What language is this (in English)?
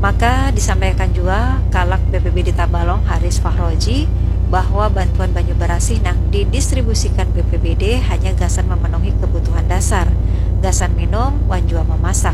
Banjar